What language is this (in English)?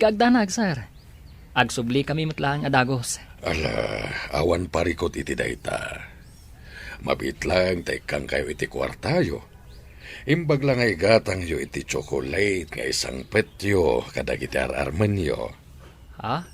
Iloko